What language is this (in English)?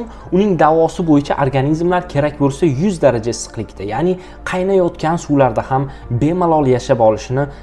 Uzbek